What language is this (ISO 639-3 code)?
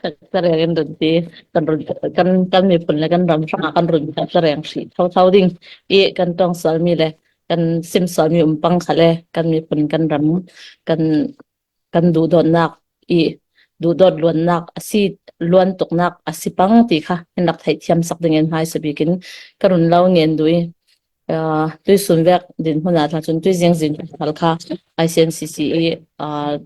cfm